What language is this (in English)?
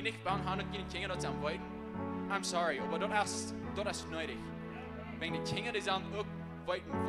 Plautdietsch